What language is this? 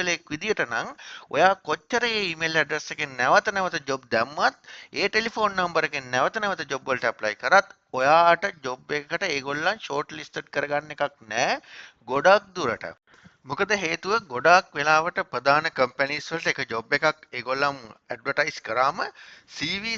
Sinhala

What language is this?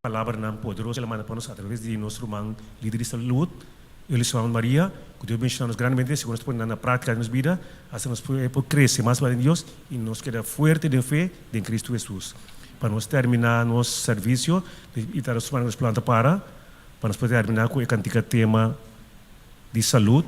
Papiamento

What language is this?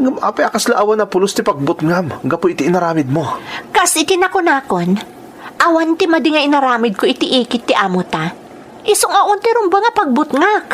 Iloko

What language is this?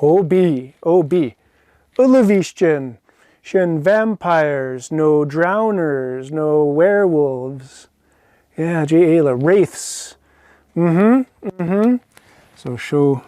Scottish Gaelic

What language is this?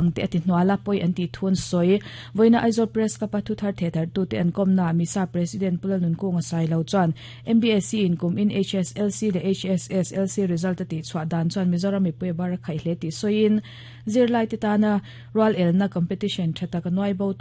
Mizo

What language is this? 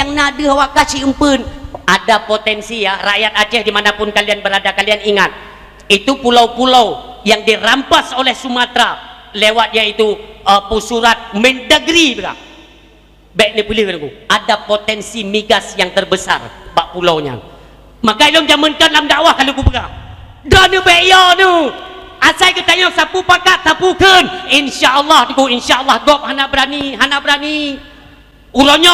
Achinese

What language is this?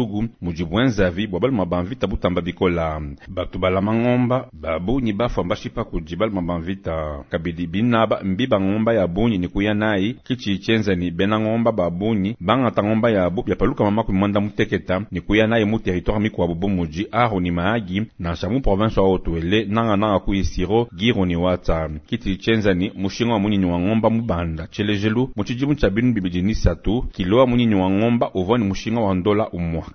Luba-Lulua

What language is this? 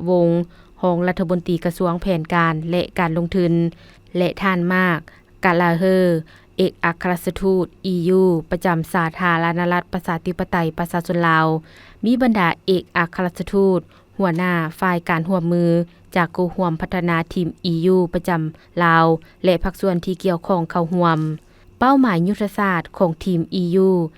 Lao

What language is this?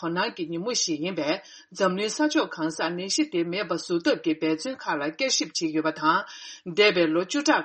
Tibetan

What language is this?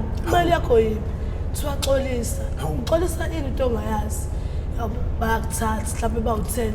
Zulu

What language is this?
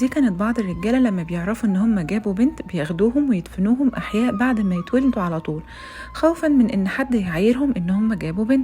Egyptian Arabic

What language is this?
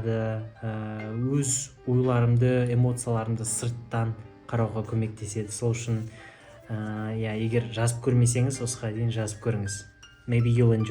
Kazakh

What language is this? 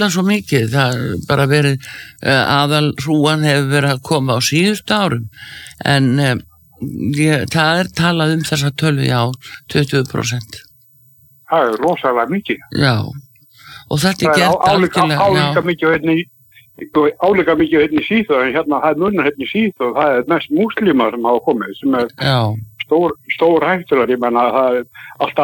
Icelandic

